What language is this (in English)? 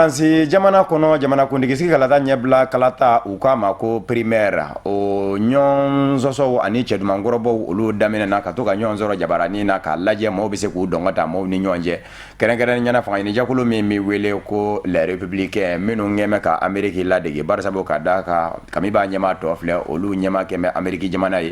Bambara